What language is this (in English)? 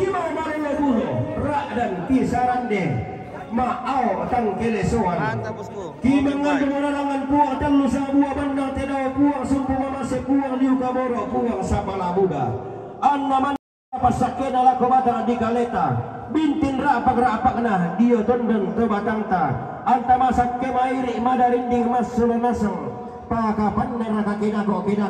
Toraja-Sa'dan